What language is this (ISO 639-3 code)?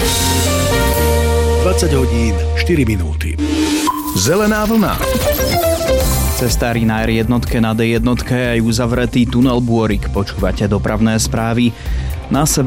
slk